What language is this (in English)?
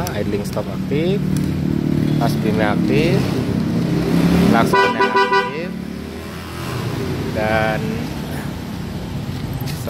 Indonesian